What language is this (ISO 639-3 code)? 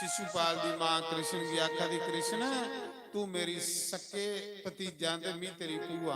doi